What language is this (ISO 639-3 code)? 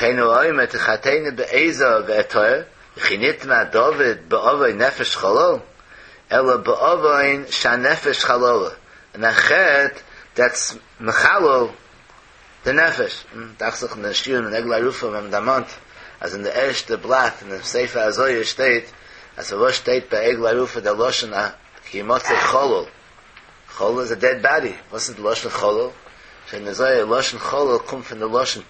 yid